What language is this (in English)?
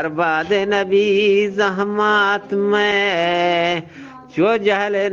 Eastern Balochi